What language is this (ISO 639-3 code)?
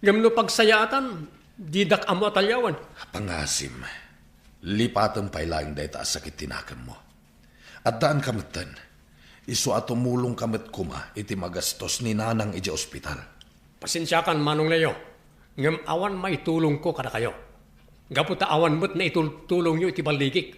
ilo